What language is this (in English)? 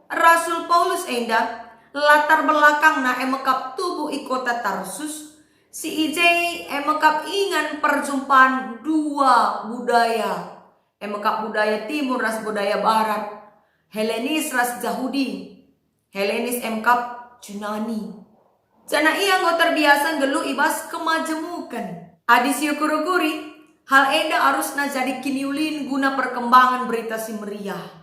Batak Karo